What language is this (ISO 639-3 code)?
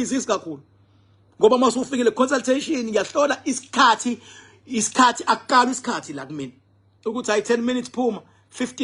zul